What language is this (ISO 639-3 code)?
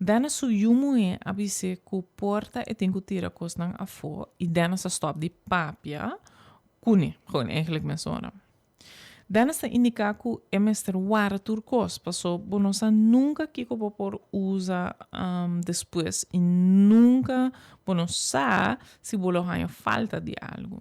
pap